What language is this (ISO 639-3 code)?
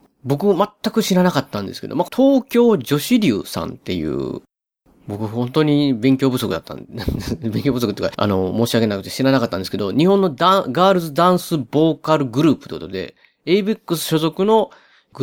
jpn